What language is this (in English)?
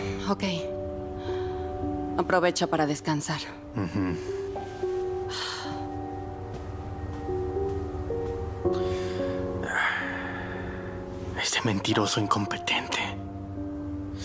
Spanish